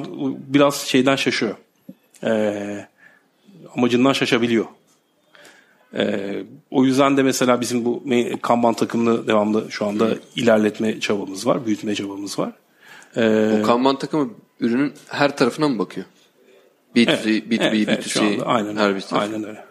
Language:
Turkish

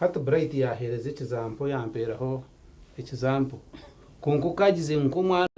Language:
Nyankole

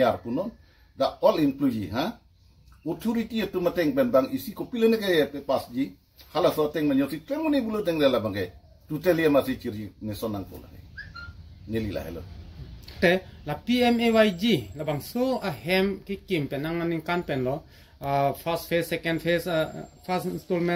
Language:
Karbi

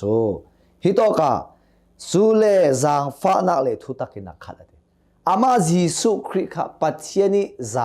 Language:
Hakha Chin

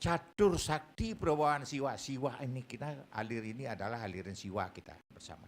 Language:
Balinese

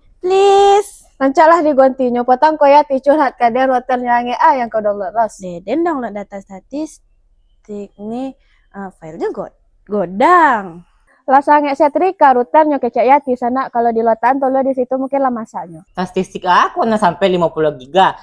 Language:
Minangkabau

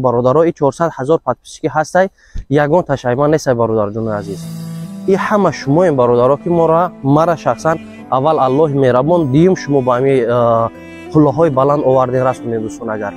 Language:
Tajik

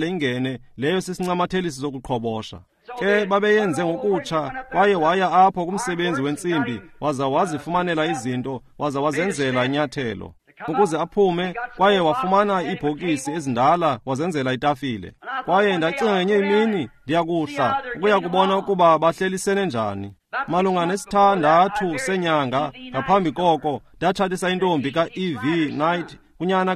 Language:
Xhosa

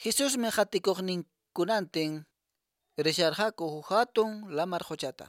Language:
Quechua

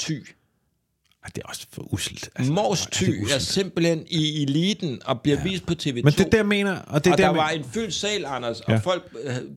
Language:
Danish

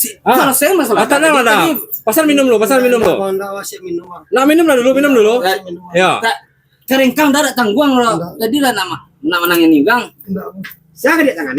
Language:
Minangkabau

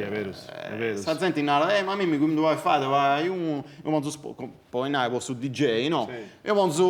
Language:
Sardinian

